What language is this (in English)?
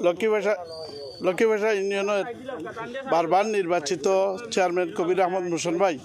Sylheti